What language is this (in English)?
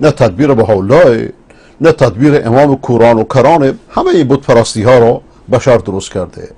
Persian